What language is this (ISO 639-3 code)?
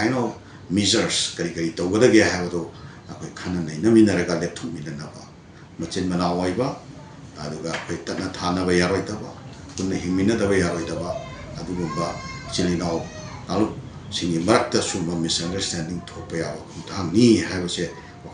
mni